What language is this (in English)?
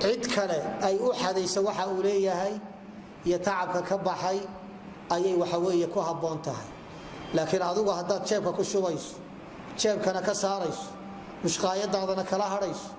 Somali